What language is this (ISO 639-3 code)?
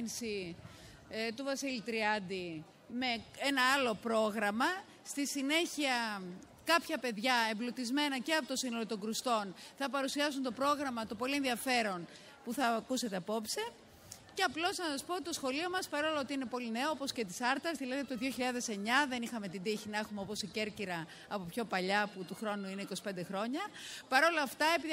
ell